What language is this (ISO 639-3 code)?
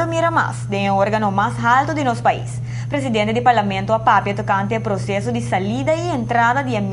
pap